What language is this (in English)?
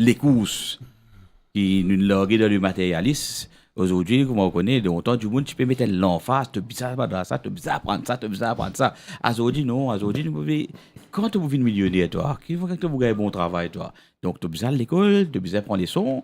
Morisyen